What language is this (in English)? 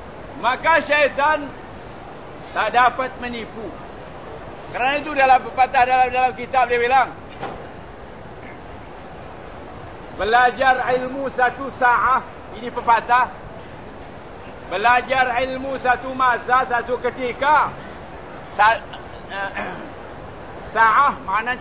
Malay